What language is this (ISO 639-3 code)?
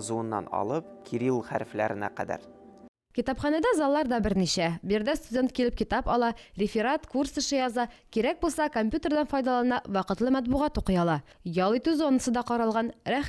tat